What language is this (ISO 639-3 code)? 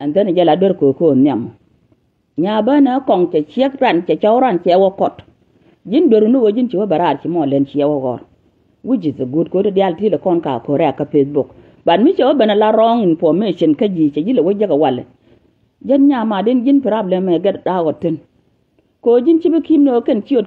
nus